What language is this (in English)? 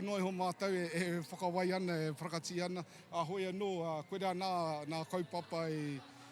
Māori